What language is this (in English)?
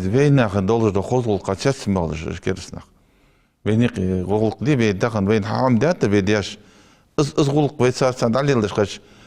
Ingush